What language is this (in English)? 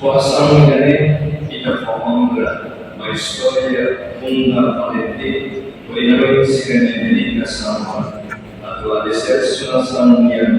Tetum